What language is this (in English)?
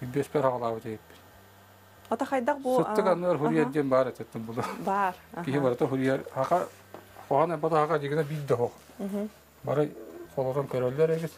Yakut